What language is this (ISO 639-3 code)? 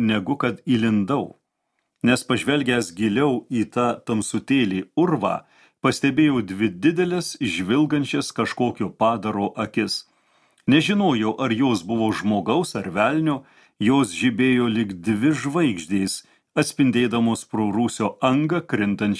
lit